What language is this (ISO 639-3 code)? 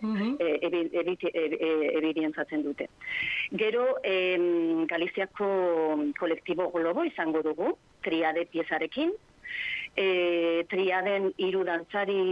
eus